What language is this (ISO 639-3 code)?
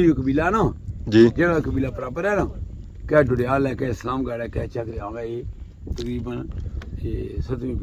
phr